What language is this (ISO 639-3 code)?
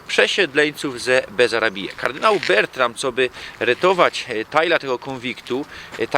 szl